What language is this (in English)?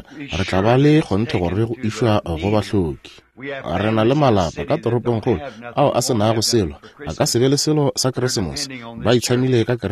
Northern Sotho